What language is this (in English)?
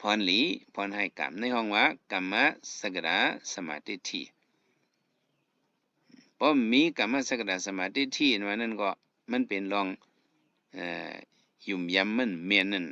Shan